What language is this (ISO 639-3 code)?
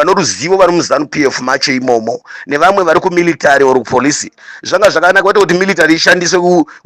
sna